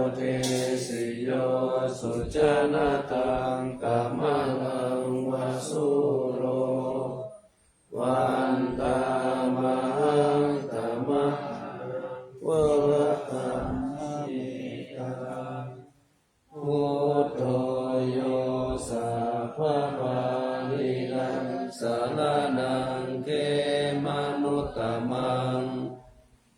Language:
Pali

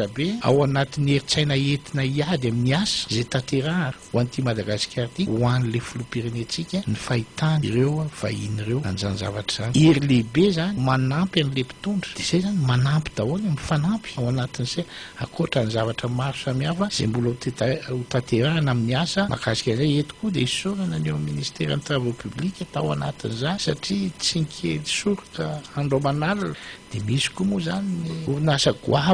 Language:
Malagasy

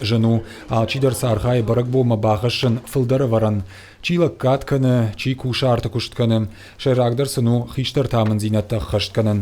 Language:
Ossetic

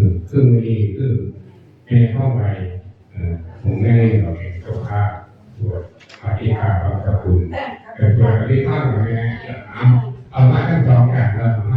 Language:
Northeastern Thai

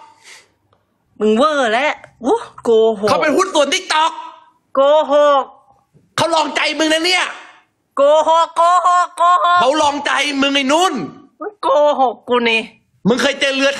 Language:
Thai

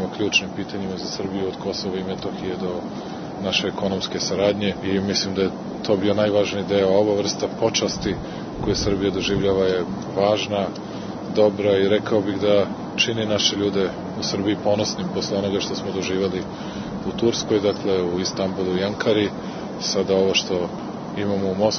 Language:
Serbian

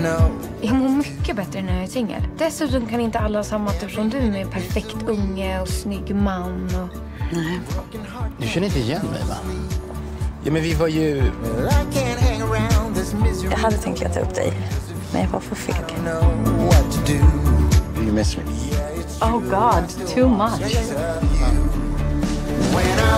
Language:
Swedish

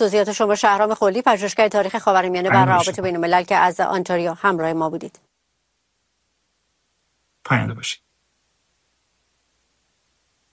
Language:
Persian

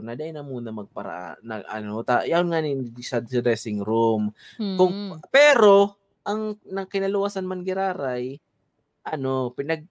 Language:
Bikol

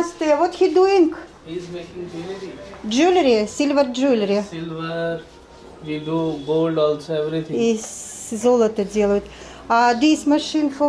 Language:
Russian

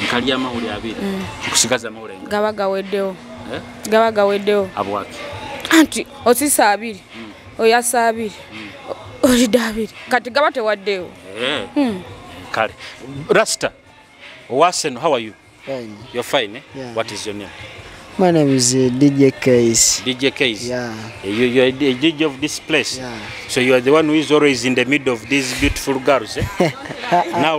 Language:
Nyoro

